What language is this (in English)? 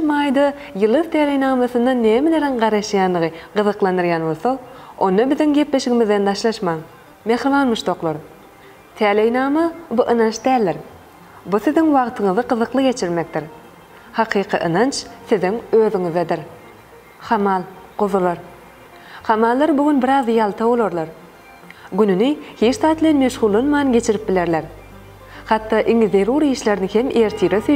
Turkmen